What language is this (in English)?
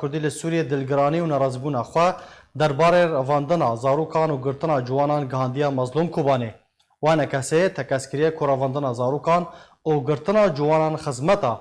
Kurdish